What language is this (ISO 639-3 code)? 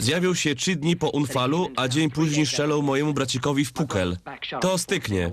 szl